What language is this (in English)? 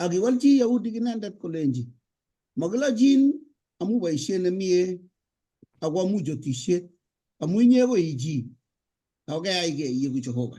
Kalenjin